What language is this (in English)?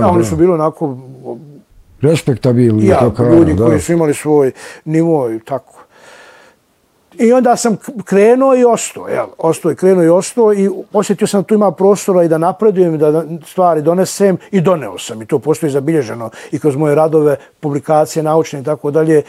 Bosnian